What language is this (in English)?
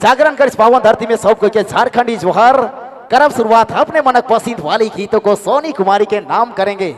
Sadri